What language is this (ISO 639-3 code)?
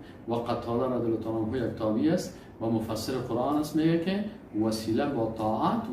fas